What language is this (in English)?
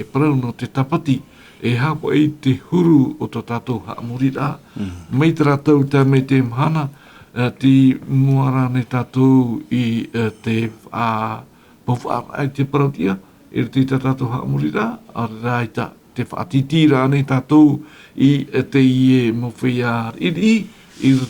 Tahitian